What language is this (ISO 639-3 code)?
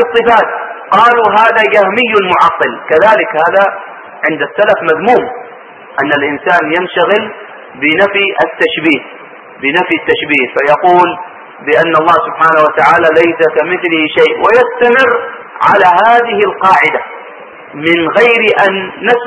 ara